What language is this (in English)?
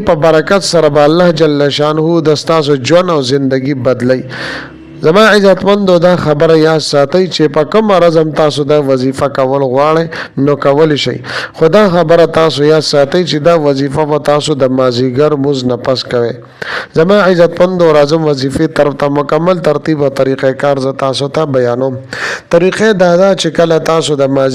Pashto